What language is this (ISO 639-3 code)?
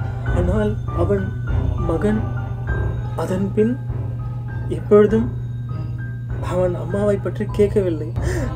tam